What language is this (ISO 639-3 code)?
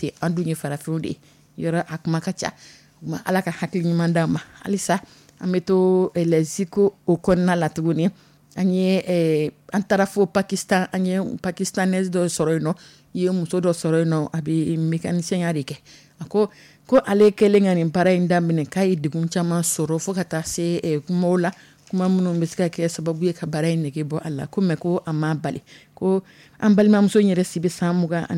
dyu